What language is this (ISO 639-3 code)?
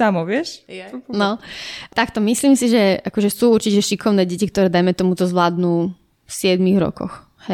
slk